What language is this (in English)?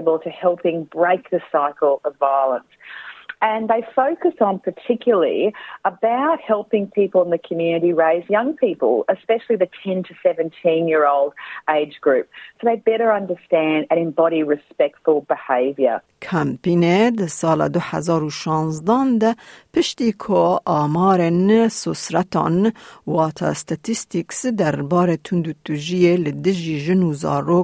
Kurdish